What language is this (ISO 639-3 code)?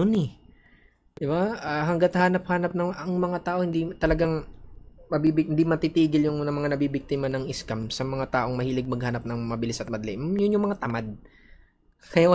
fil